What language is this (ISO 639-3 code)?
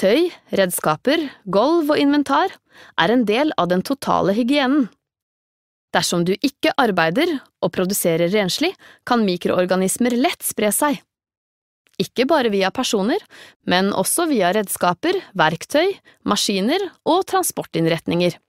nor